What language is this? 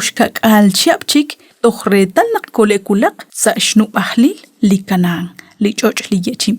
Kekchí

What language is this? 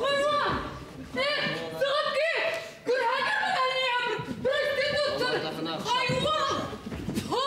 Bashkir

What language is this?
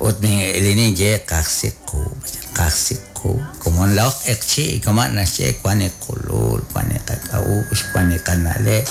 Kekchí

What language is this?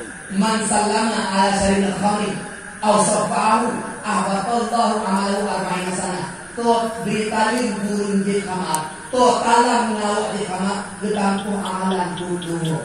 Achinese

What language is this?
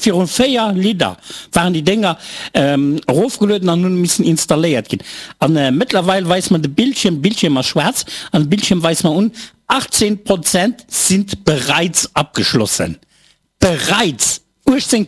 Luxembourgish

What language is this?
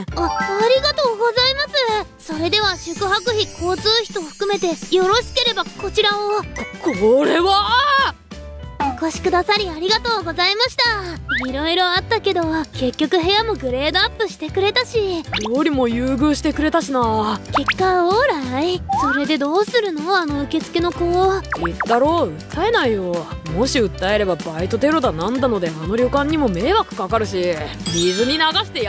Japanese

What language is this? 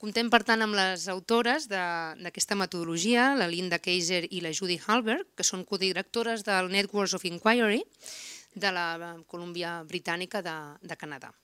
Catalan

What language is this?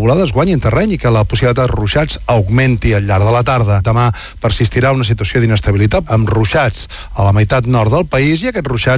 Catalan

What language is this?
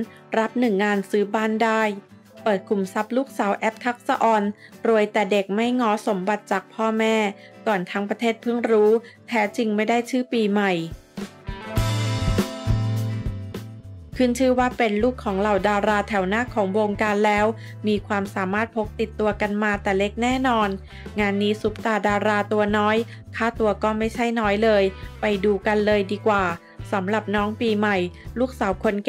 Thai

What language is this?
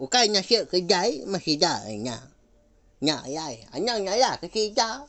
Iban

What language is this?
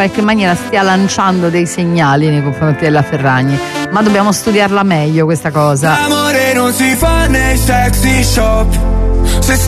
Italian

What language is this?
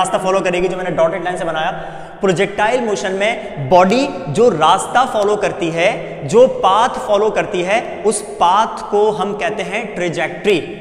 Hindi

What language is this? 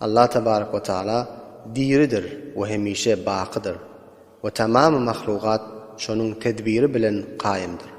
Turkmen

